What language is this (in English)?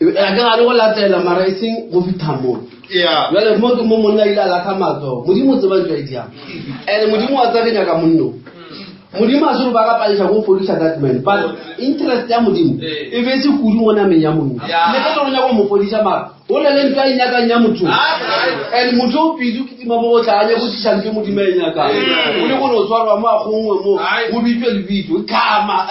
Northern Sotho